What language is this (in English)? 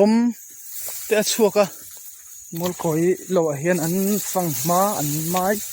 Mizo